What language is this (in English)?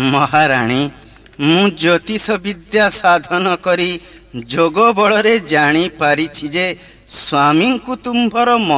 Odia